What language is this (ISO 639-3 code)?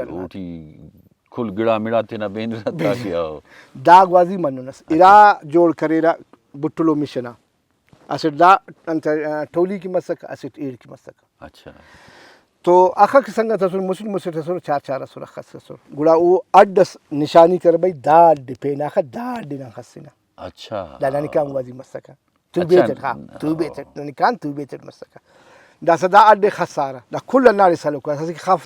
brh